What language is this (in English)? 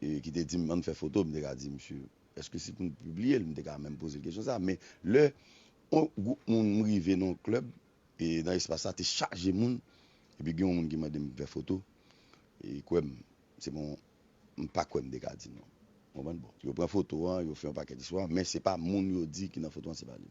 Haitian Creole